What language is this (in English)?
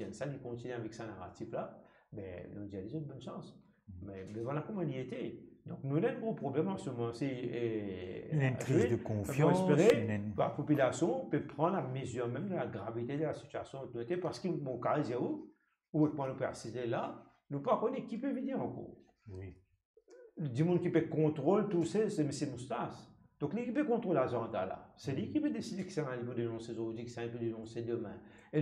Morisyen